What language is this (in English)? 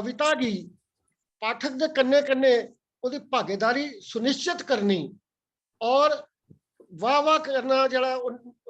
Dogri